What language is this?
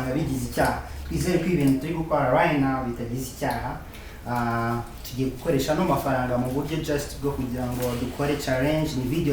Kinyarwanda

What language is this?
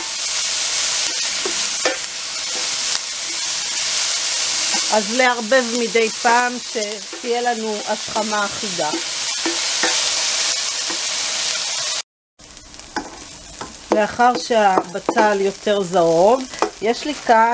Hebrew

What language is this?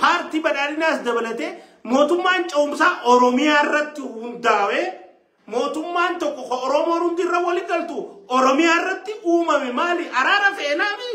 Oromo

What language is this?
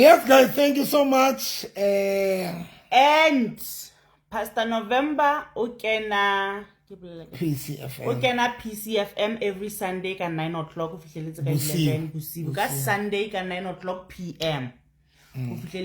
Southern Sotho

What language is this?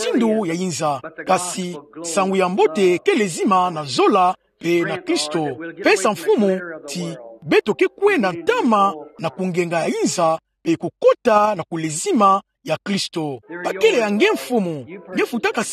Kituba (Democratic Republic of Congo)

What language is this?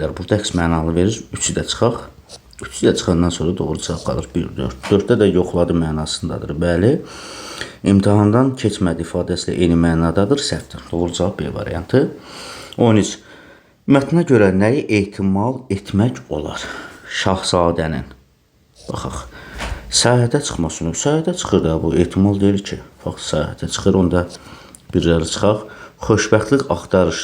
Azerbaijani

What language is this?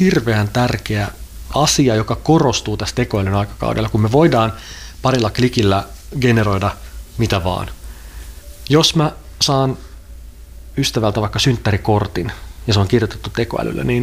Finnish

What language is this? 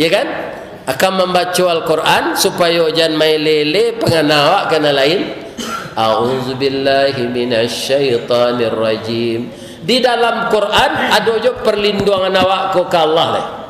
Minangkabau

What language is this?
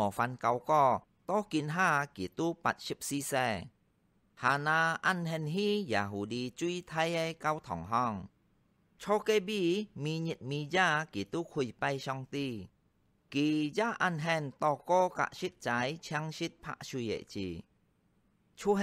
Hakka Chinese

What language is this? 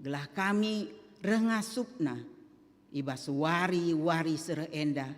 Batak Karo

